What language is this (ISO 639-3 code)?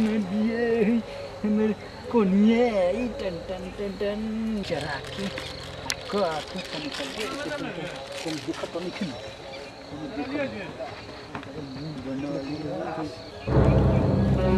bho